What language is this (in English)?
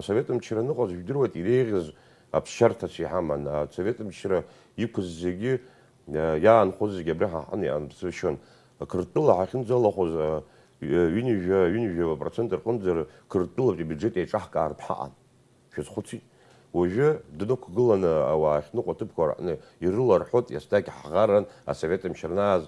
Abkhazian